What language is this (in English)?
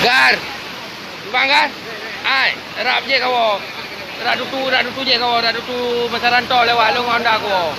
Achinese